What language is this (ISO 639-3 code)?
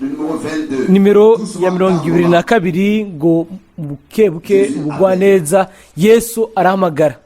run